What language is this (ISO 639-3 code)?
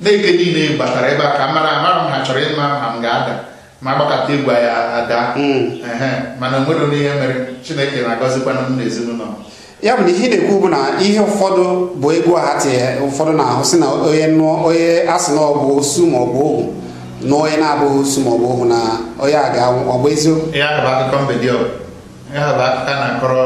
ibo